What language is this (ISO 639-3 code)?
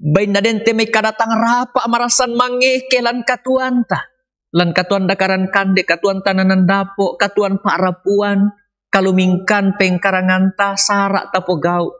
sda